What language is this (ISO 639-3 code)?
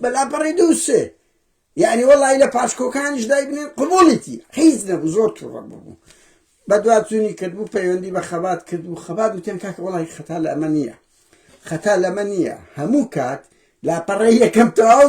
ckb